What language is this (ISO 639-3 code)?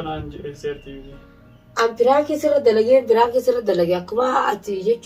orm